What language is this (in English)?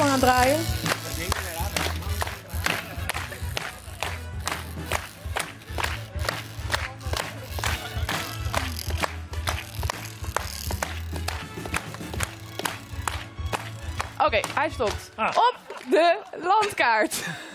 Dutch